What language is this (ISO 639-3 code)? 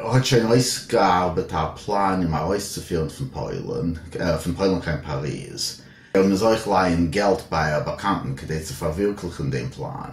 yid